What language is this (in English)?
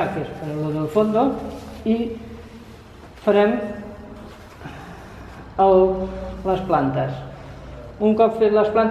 Catalan